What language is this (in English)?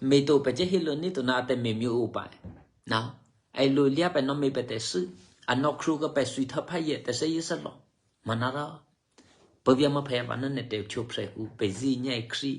Eastern Kayah